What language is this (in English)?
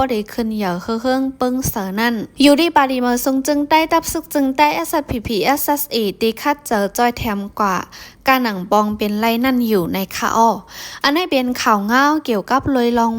Shan